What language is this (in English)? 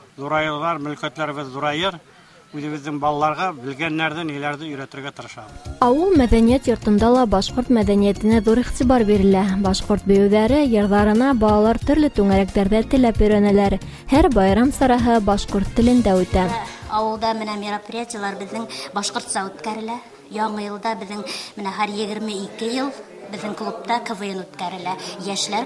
Bashkir